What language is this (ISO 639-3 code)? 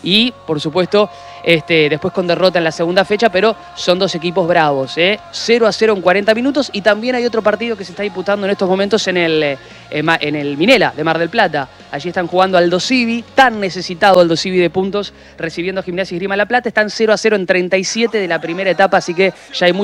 spa